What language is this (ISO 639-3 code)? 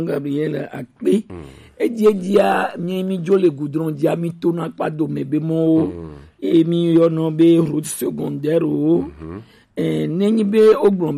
gej